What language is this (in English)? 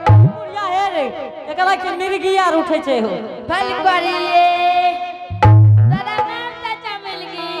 Angika